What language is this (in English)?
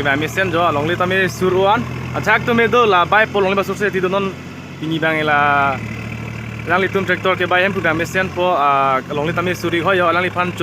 Karbi